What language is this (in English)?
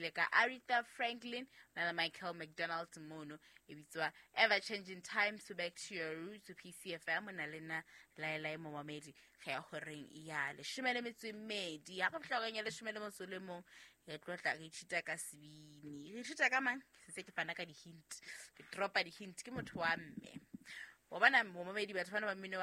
Southern Sotho